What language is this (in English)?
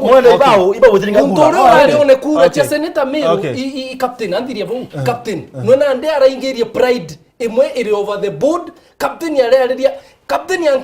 Meru